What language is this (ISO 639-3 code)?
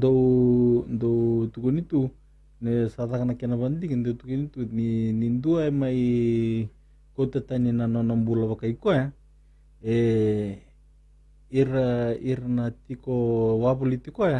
fij